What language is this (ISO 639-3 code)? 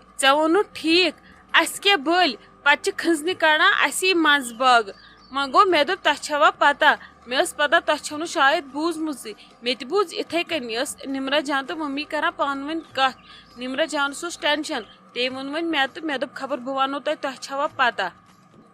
kas